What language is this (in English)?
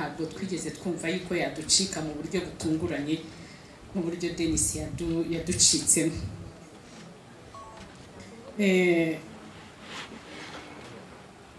Kinyarwanda